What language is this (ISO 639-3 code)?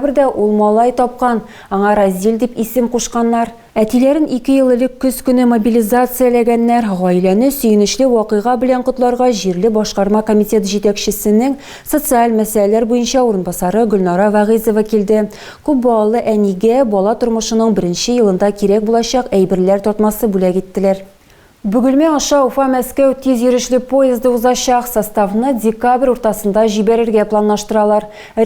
tat